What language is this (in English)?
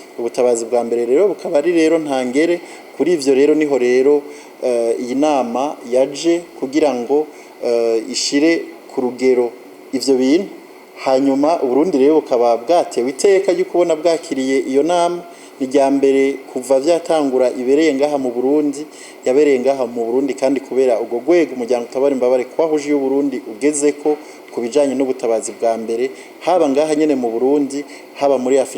Rundi